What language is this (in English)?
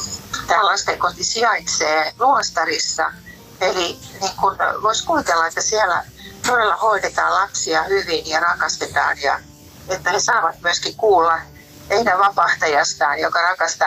Finnish